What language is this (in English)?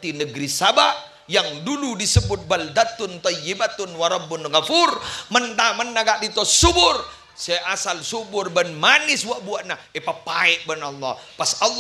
Madurese